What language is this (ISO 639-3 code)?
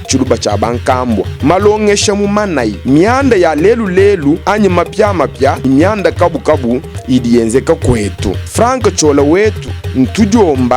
lua